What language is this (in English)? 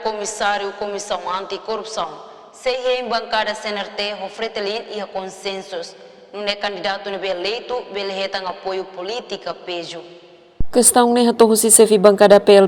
Tetum